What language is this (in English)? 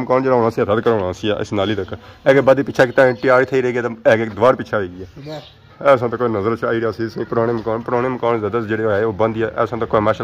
Pahari-Potwari